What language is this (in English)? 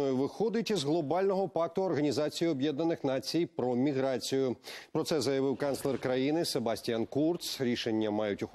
Ukrainian